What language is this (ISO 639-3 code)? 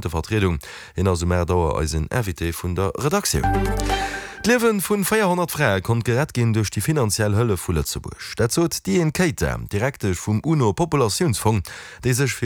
ltz